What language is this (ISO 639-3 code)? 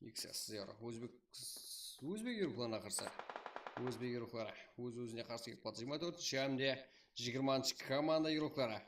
kaa